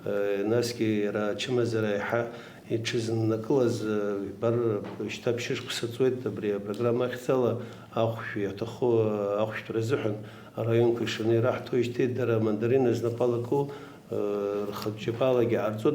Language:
Abkhazian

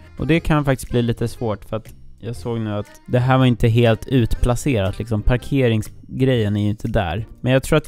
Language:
Swedish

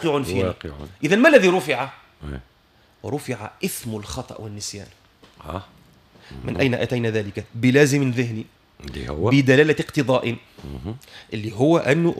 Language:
Tunisian Arabic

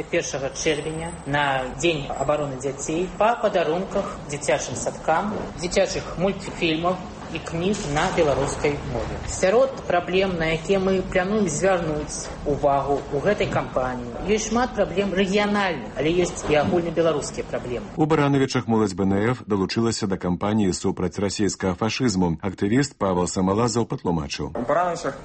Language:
Belarusian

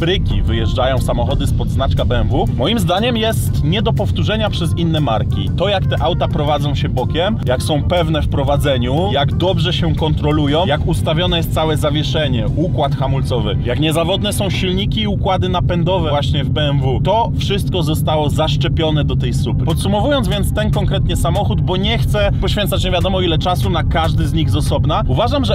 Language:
Polish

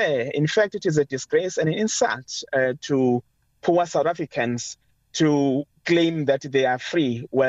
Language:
English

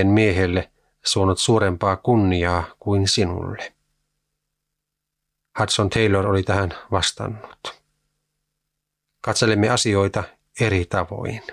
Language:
Finnish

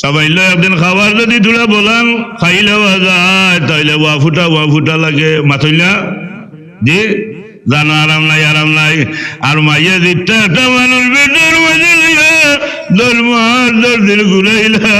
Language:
Sylheti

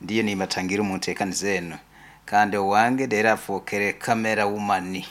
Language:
Nyoro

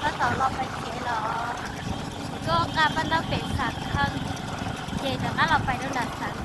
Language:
Hmong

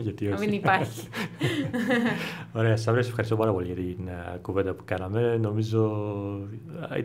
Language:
Greek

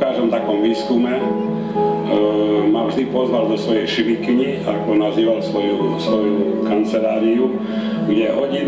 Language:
Slovak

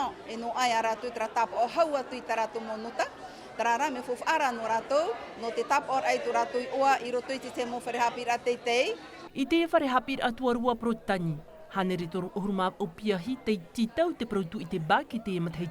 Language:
Tahitian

